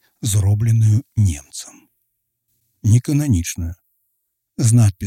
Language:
Belarusian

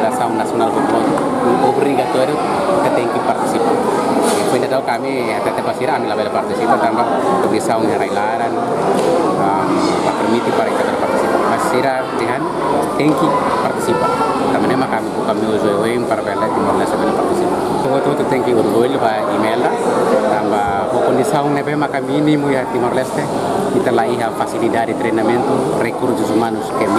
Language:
Tetum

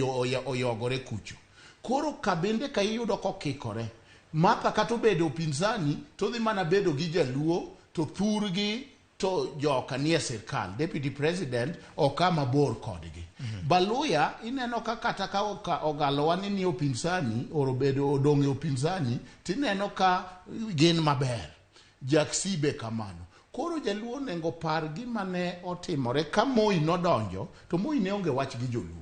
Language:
Luo (Kenya and Tanzania)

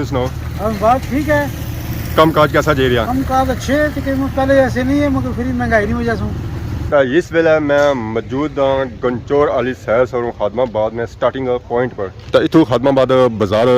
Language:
Pahari-Potwari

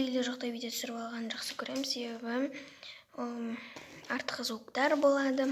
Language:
Kazakh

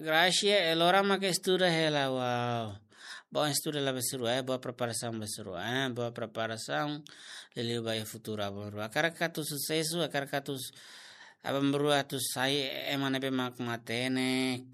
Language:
Tetum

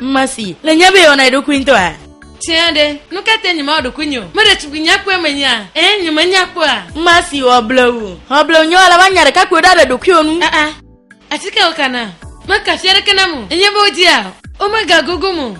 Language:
Ewe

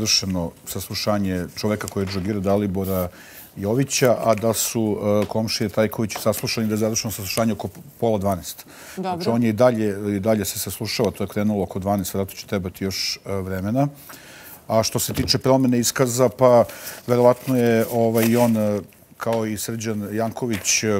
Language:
Serbian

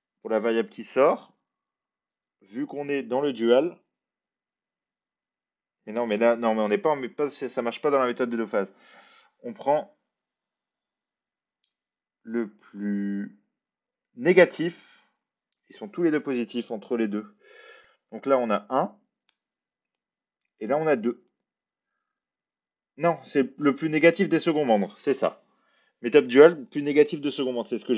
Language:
French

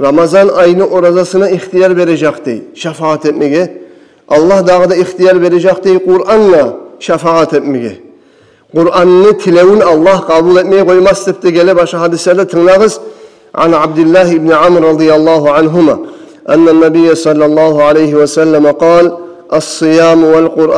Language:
Kumyk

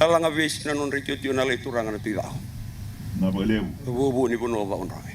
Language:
Fijian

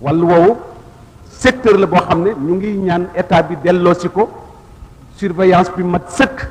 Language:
Wolof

